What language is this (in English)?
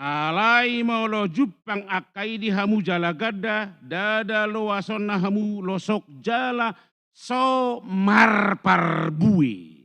Batak Toba